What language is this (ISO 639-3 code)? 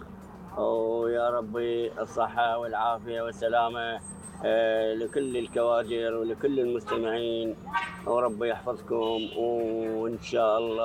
acm